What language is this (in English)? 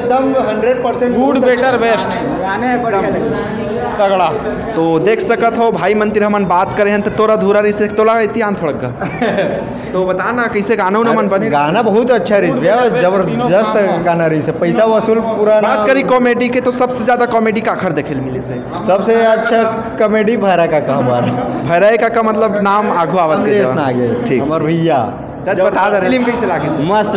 Chhattisgarhi